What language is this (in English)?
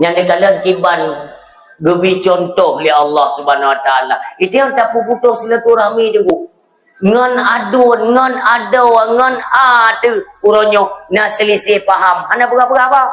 Achinese